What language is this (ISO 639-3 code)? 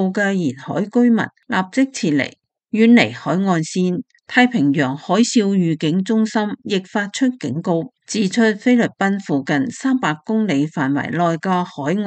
yue